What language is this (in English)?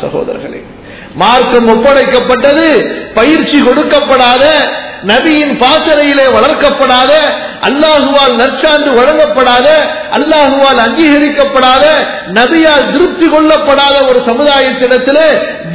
Tamil